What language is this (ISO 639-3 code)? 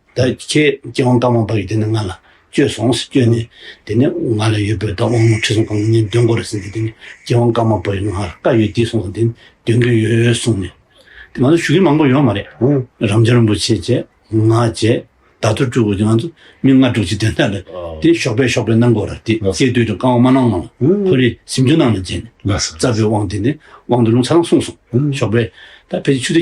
bod